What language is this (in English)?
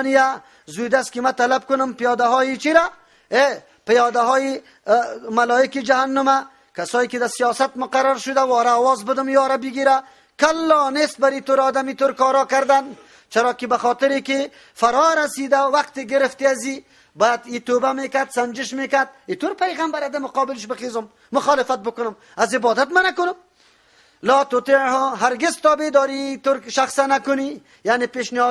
Persian